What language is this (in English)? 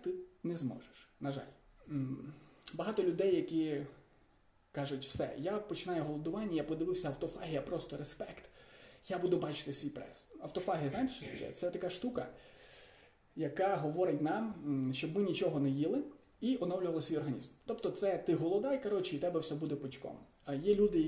Ukrainian